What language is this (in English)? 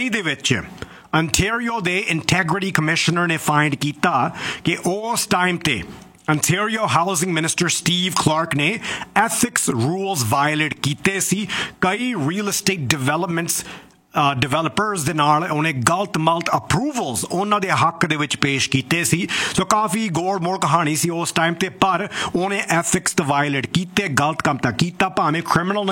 Punjabi